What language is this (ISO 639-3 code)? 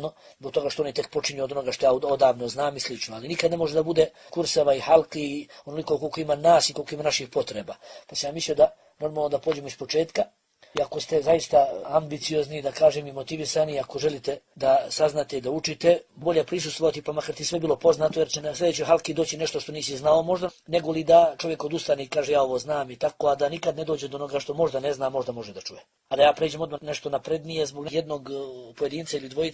bos